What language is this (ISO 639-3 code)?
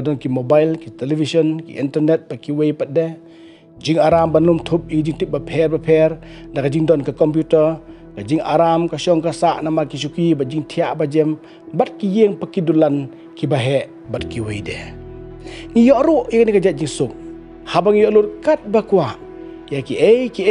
kha